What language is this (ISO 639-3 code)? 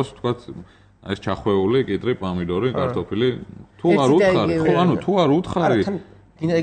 kat